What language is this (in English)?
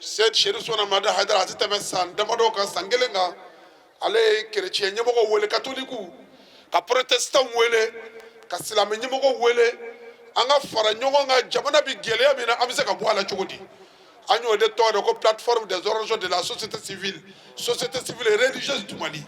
Bambara